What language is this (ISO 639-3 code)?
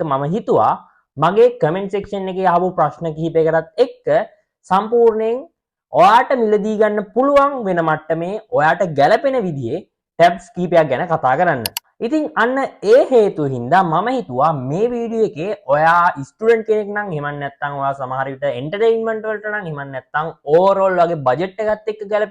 sin